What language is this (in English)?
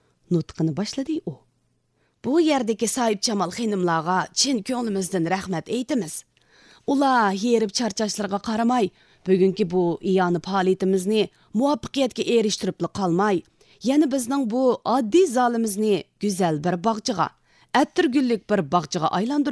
Uyghur